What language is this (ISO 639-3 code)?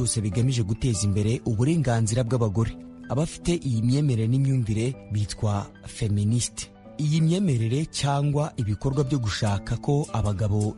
kin